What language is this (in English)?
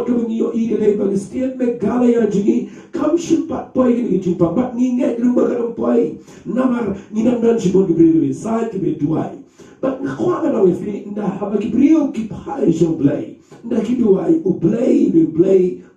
Khasi